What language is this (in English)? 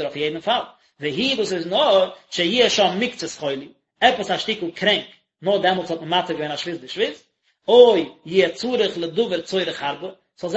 Yiddish